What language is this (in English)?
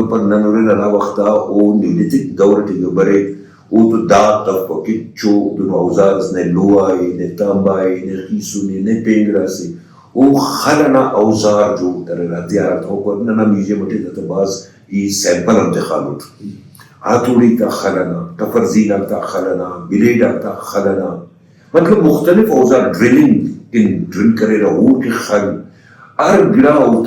Brahui